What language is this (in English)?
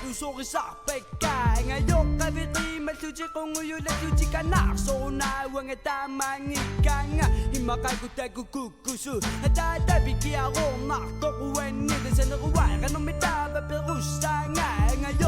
Kalaallisut